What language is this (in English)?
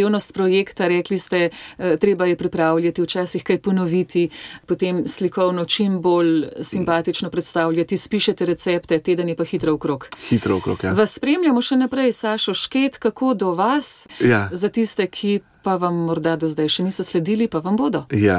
Slovenian